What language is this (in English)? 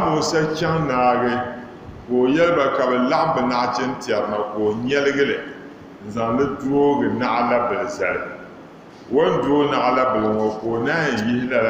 Dagbani